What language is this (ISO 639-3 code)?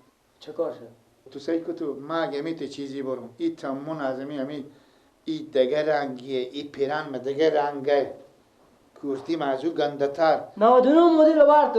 fas